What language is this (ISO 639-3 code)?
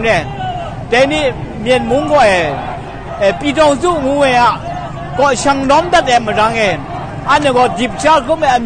kac